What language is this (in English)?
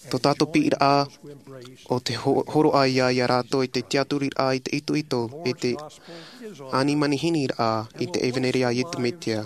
Tahitian